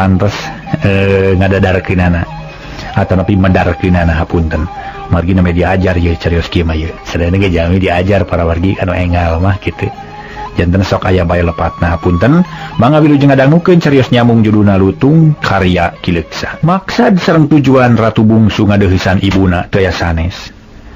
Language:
Sundanese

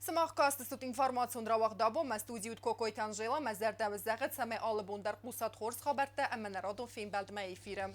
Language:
Ossetic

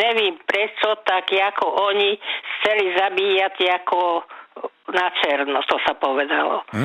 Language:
Slovak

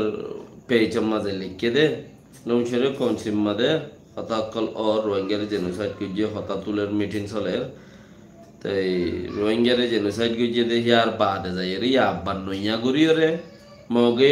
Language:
Rohingya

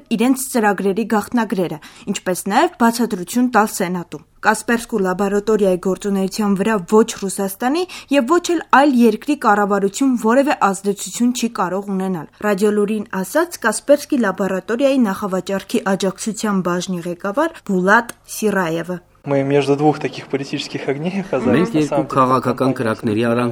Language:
Armenian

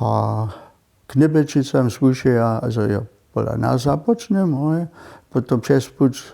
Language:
Upper Sorbian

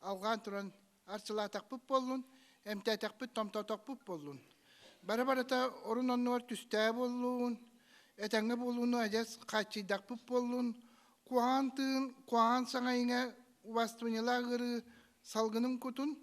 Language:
Yakut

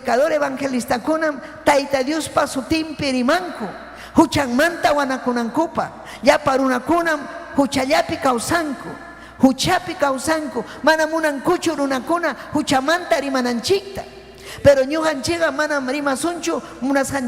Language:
Ayacucho Quechua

